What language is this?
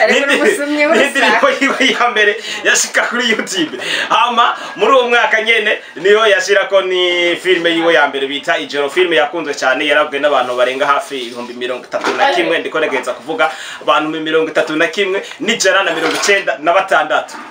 Rundi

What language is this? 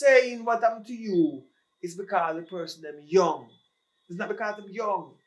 Jamaican Creole English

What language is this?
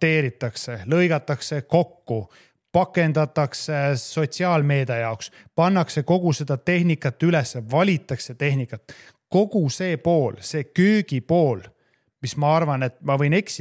Estonian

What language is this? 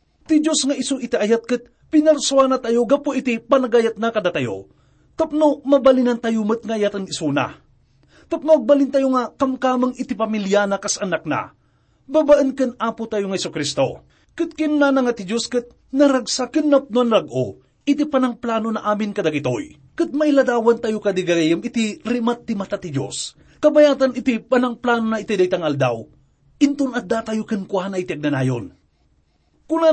Iloko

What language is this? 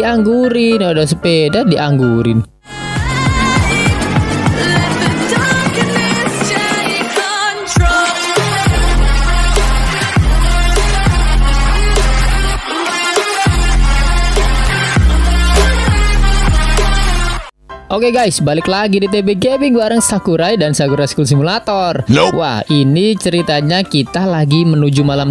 Indonesian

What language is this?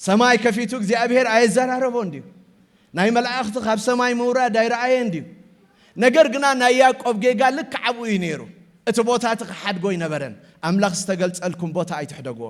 Tigrinya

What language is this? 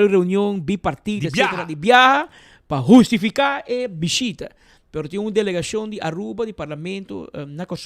Papiamento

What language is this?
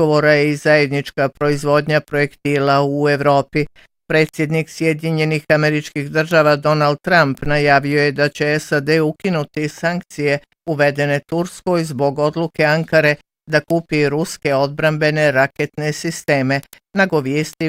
Bosnian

